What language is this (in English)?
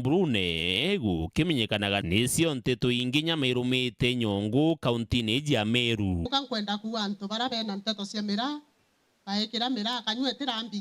Meru